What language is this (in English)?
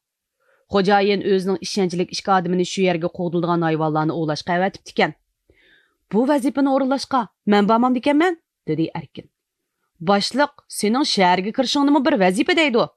Uyghur